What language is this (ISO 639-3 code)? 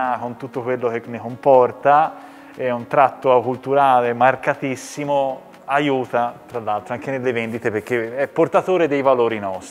ita